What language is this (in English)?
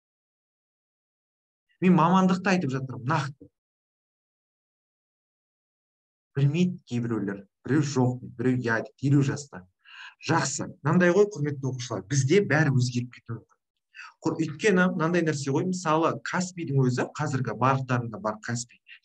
Kazakh